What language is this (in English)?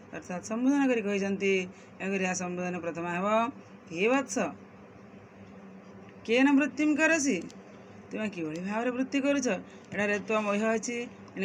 Odia